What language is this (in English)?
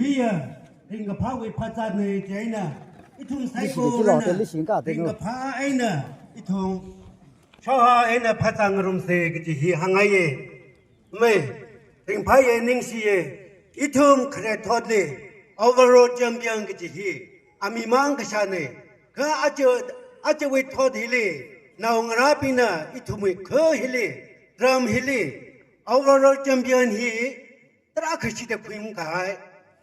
Tangkhul Naga (India)